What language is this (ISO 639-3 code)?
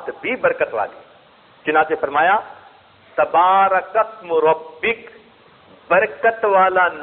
urd